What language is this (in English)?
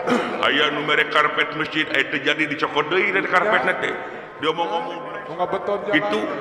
Sundanese